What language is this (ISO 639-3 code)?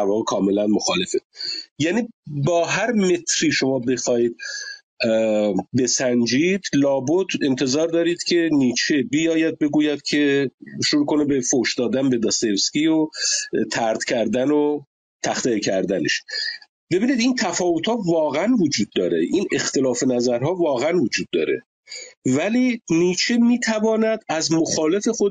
fas